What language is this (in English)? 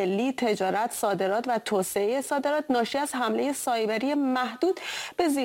Persian